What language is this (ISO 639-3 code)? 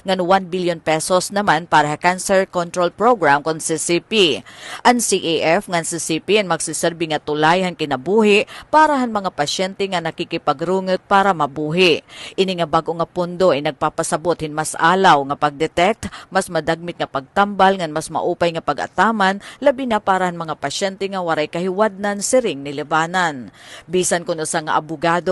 war